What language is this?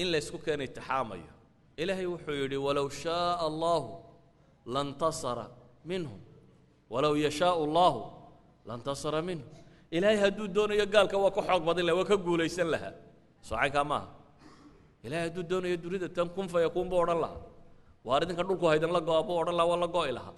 Somali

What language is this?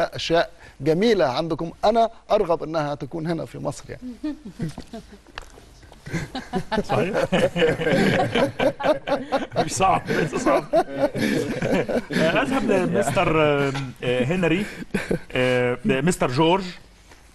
Egyptian Arabic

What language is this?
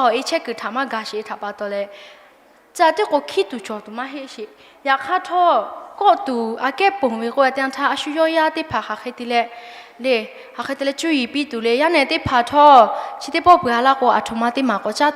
Lahu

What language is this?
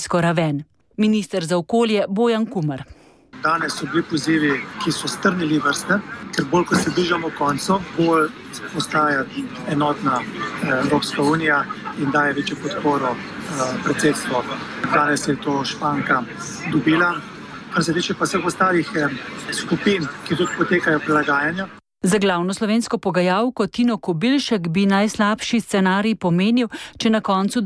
Slovenian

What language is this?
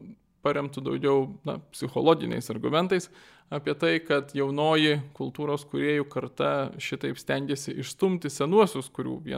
Lithuanian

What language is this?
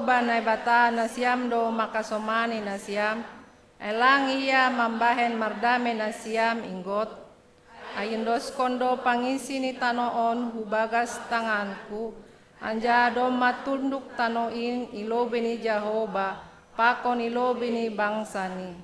Batak Simalungun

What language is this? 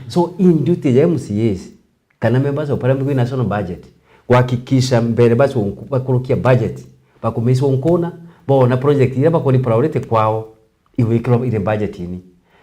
Meru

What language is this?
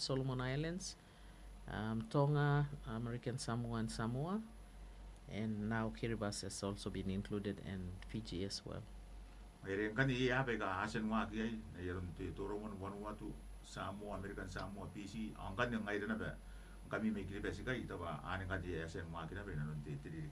Gilbertese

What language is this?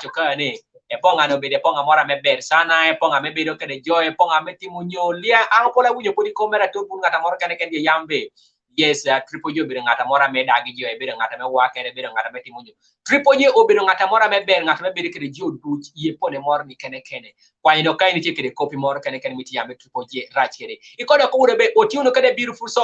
Kumam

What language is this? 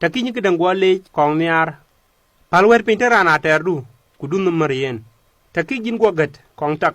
Dinka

